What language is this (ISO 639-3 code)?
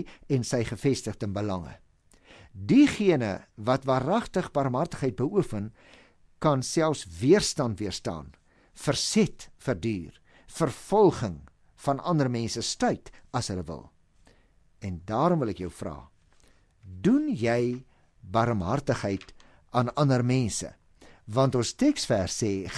afr